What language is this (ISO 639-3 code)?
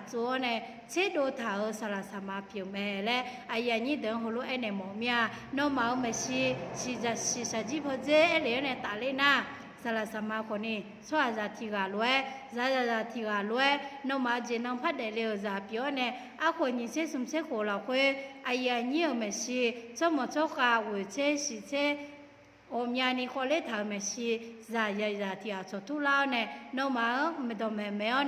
ahk